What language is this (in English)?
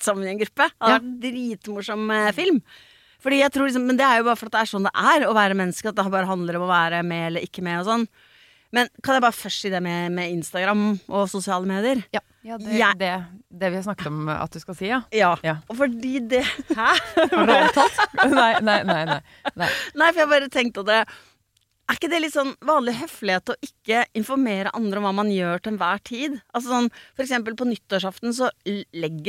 Norwegian